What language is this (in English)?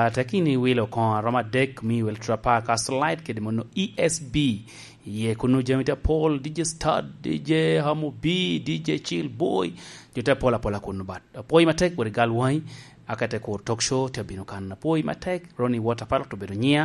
Lango (Uganda)